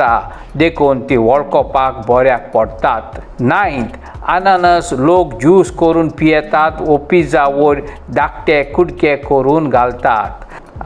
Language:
Konkani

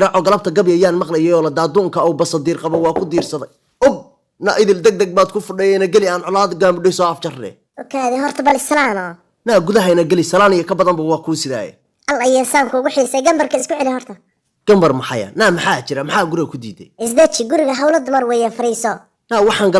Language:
Somali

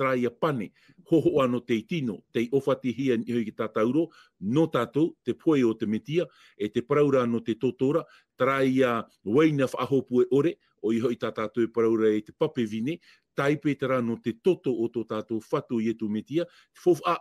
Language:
Tahitian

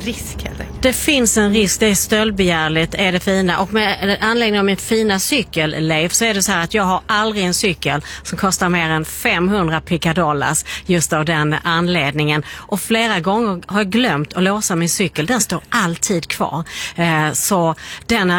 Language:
Swedish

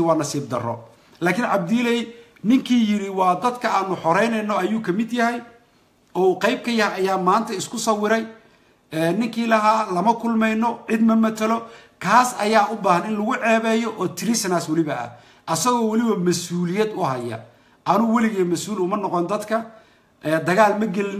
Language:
Somali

